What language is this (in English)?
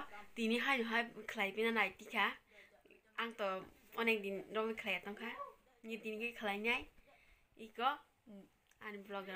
Kok Borok